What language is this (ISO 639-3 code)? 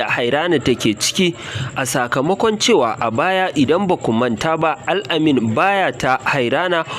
hau